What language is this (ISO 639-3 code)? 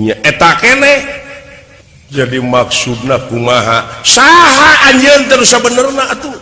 sun